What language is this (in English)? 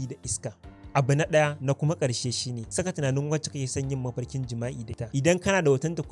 Hausa